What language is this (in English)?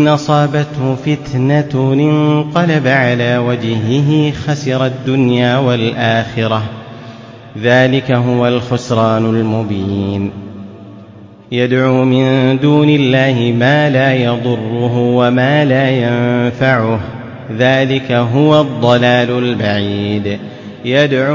Arabic